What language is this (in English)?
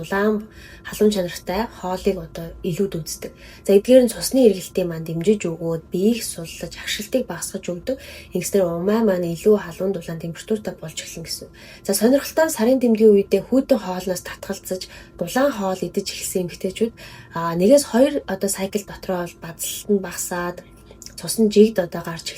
Mongolian